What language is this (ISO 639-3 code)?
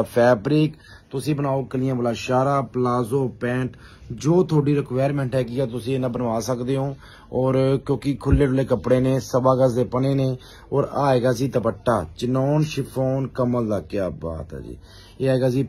pan